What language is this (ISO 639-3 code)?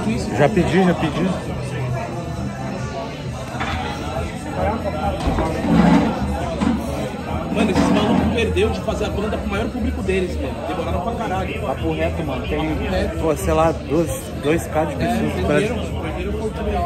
por